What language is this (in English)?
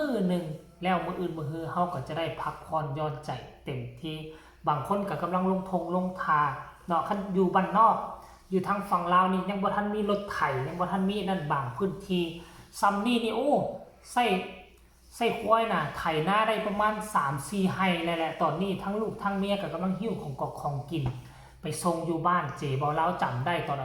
Northeastern Thai